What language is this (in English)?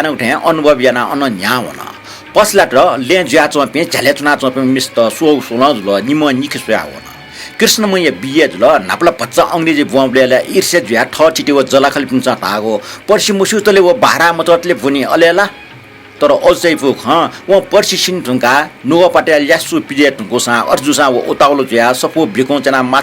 Newari